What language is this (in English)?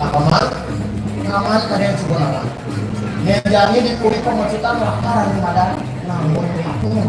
Balinese